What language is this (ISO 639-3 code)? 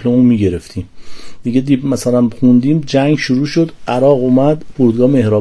fas